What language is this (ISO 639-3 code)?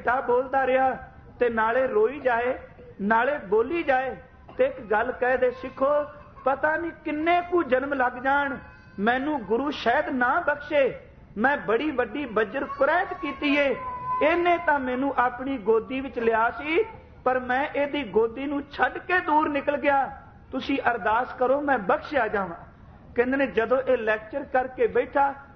pan